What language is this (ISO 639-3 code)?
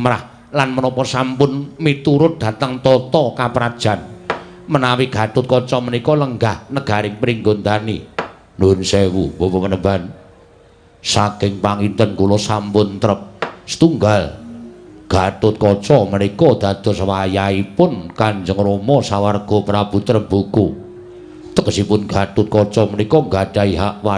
jav